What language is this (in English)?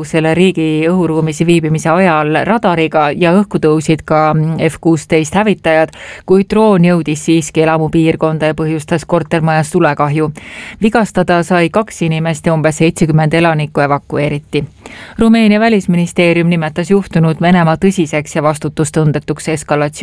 Estonian